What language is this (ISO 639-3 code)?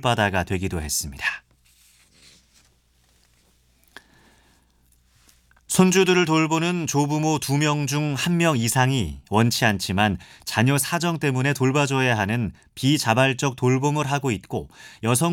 kor